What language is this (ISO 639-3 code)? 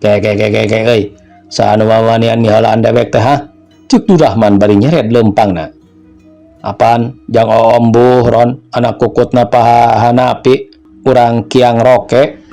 sun